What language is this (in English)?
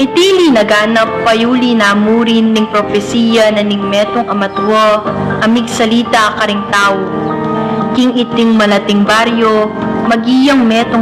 Pampanga